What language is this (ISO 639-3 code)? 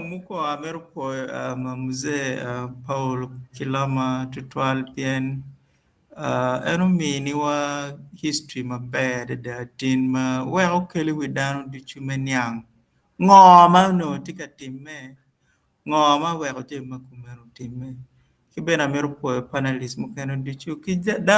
ach